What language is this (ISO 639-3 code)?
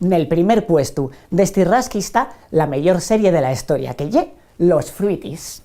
ast